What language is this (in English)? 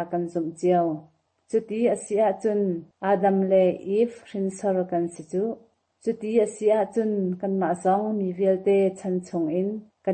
Hakha Chin